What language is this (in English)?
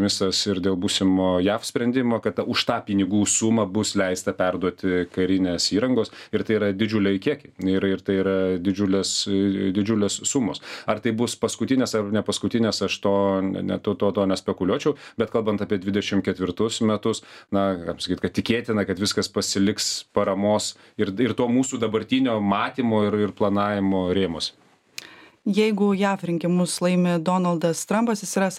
Lithuanian